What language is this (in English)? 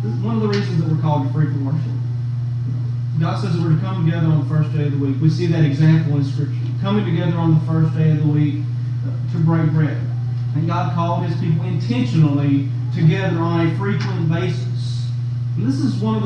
English